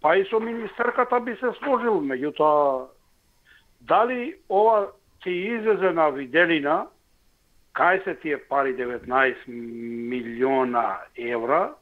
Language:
Macedonian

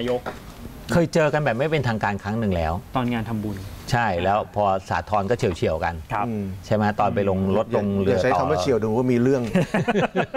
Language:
Thai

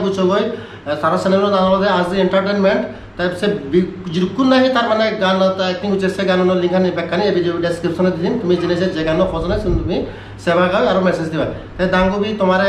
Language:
Chakma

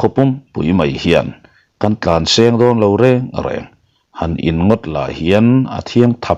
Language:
Mizo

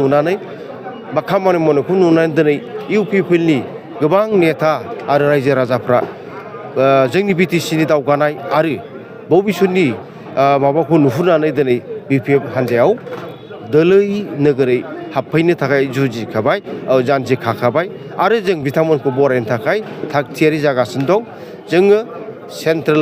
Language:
Bodo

